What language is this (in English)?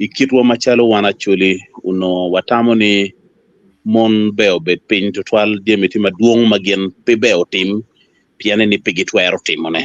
Acoli